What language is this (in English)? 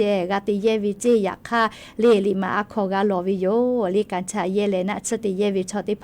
Lahu